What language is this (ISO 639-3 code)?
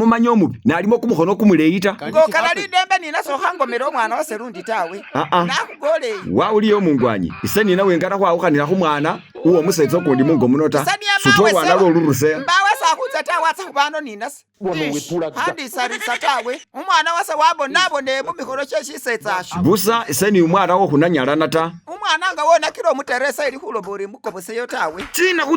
myx